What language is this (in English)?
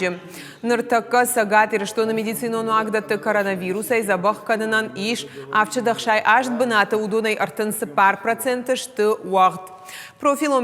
Ossetic